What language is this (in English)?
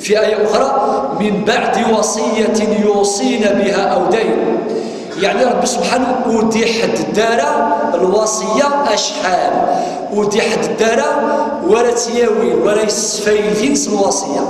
Kabyle